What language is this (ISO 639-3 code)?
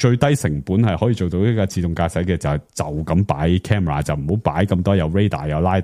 yue